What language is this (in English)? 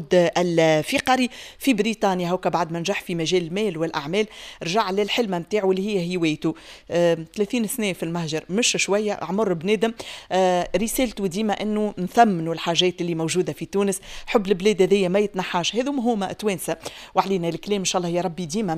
Tunisian Arabic